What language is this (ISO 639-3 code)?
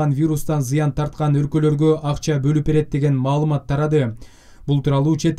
kir